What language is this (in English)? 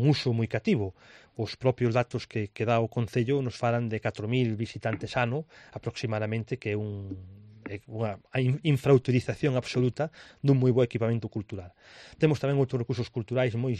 Galician